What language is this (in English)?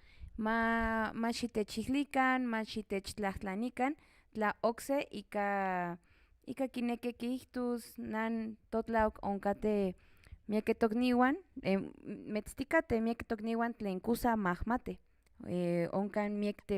Central Nahuatl